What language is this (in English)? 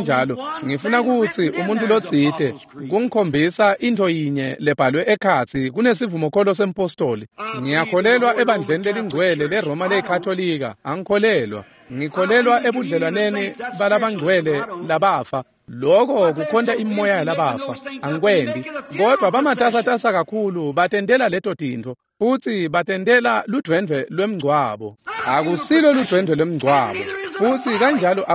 Swati